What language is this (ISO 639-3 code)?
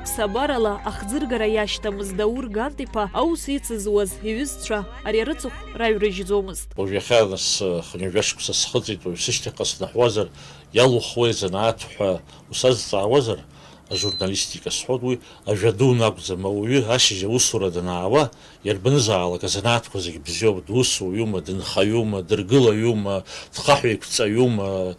abk